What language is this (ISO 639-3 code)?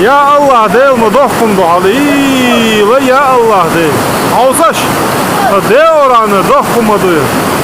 che